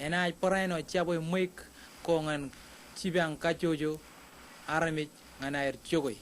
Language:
Marshallese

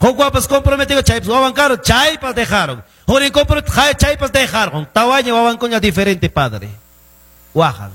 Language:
Quechua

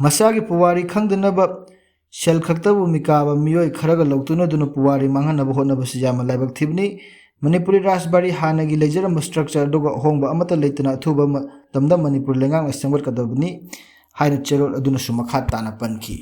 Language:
Manipuri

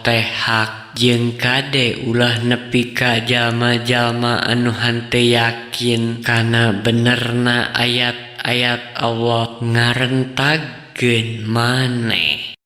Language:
Sundanese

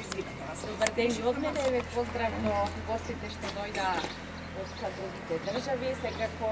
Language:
Macedonian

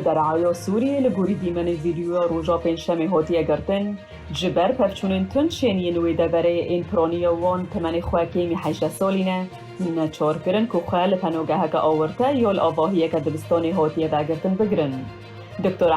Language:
Kurdish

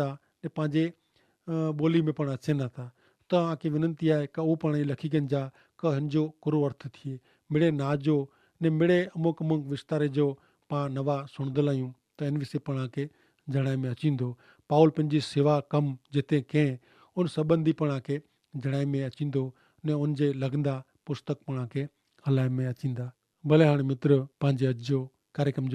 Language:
Kachhi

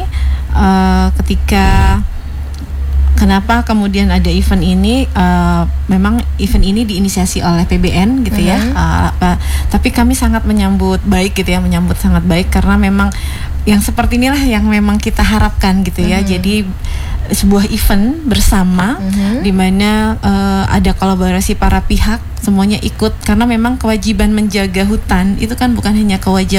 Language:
Indonesian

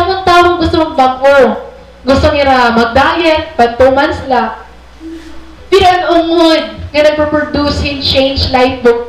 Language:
Waray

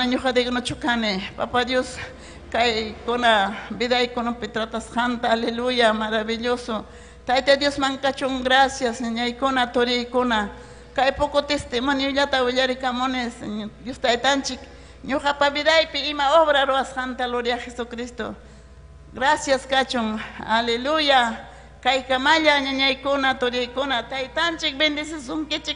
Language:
Ayacucho Quechua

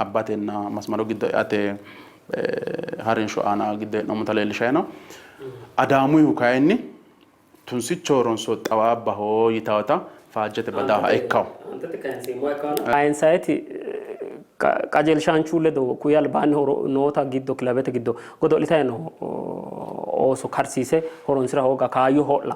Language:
Sidamo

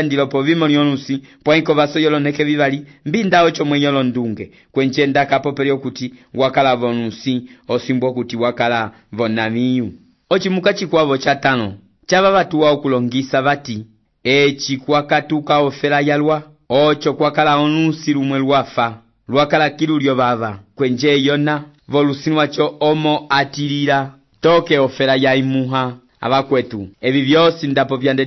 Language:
Umbundu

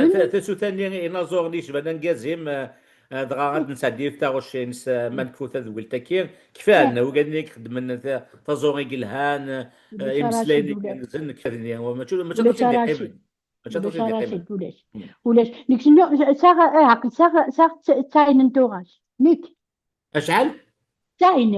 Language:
Kabyle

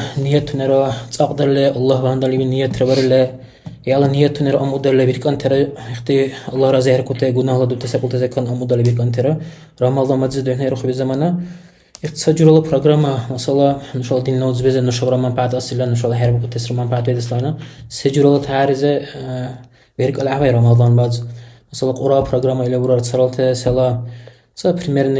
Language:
Dargwa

